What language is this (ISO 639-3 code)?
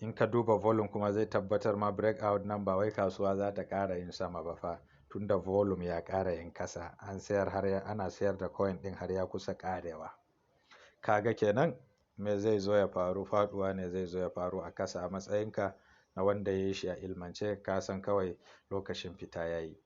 hau